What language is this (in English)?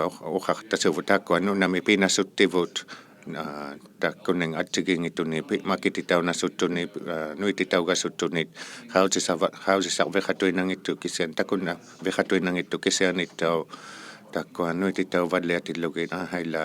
Inuktitut